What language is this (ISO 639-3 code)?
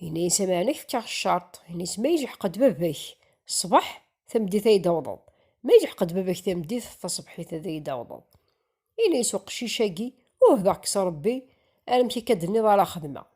kab